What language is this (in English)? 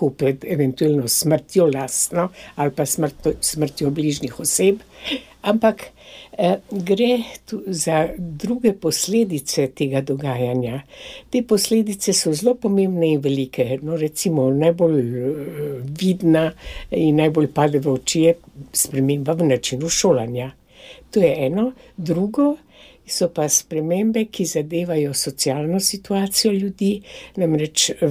Slovenian